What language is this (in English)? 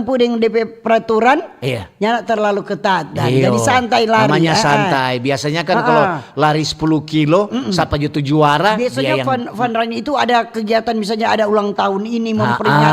Manado Malay